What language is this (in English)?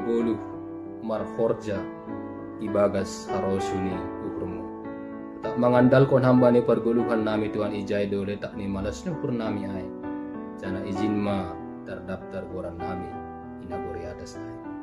Batak Simalungun